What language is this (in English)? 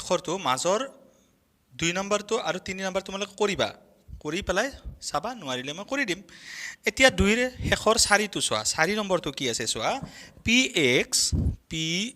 Assamese